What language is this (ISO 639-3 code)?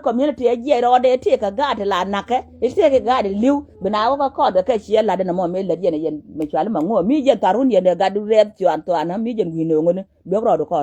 nus